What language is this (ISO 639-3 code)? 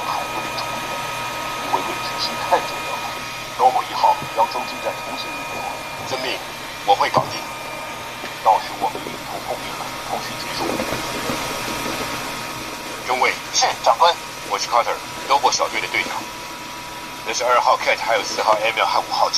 zho